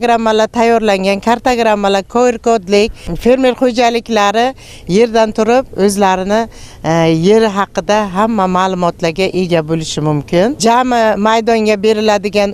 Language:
Uzbek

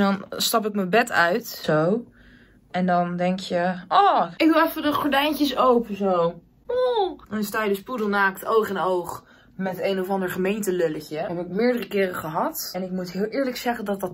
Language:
Dutch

